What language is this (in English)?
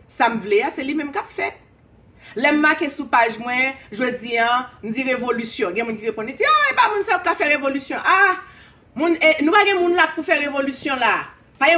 Haitian Creole